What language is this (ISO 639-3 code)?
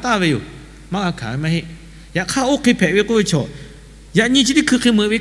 lhu